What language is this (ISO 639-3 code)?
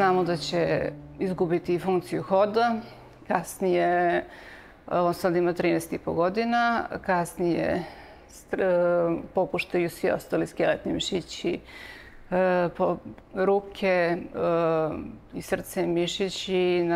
srp